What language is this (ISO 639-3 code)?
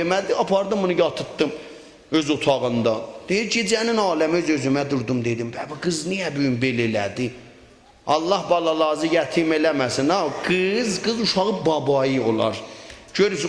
azb